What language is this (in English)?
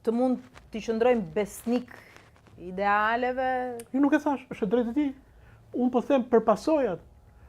Albanian